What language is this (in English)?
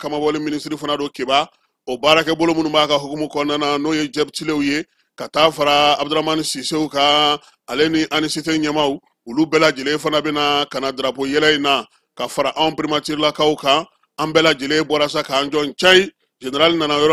Bambara